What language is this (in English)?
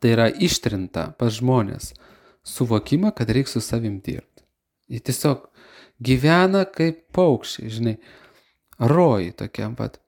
Lithuanian